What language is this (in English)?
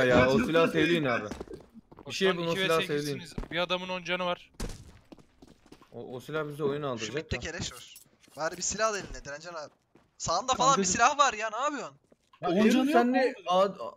Turkish